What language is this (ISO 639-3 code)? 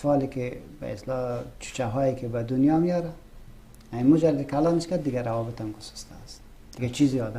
fas